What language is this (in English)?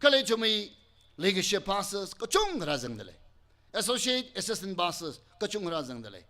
Tangkhul Naga (India)